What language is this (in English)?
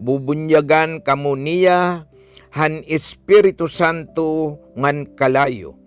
Waray